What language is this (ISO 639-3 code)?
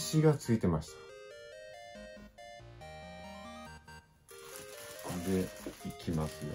jpn